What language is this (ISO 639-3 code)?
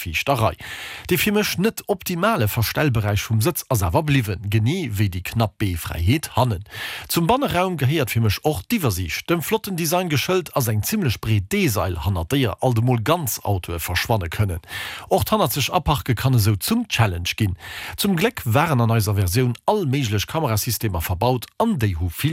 ltz